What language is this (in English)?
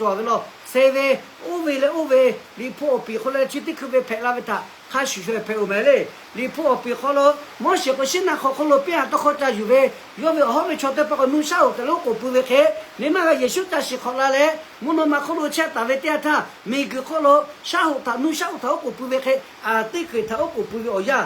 Lahu